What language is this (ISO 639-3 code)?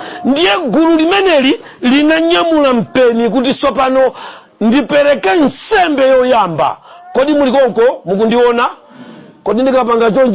nya